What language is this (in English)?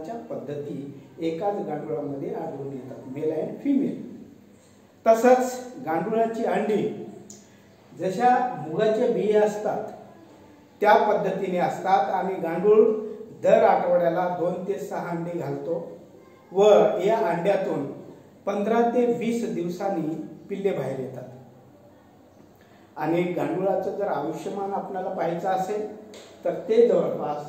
Marathi